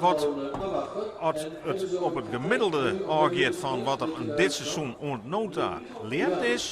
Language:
Western Frisian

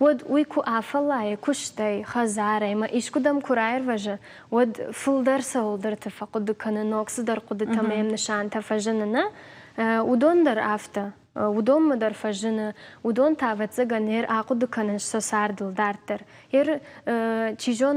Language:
Ossetic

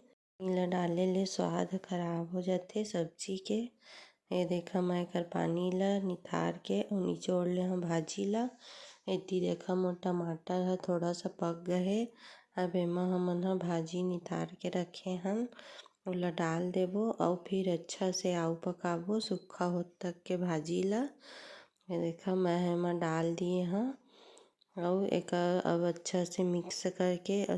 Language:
Chhattisgarhi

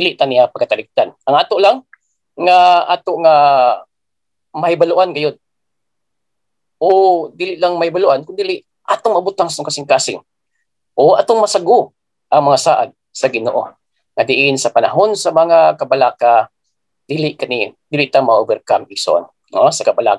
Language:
Cebuano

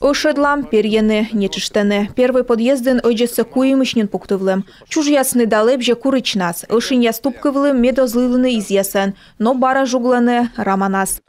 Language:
Komi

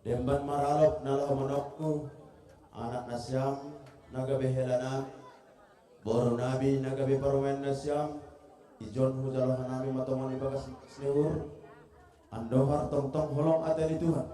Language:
Batak Simalungun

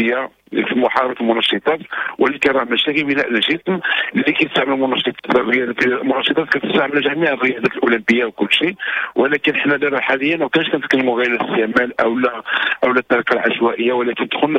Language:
Moroccan Arabic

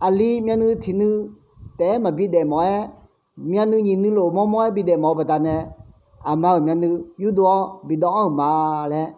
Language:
Akha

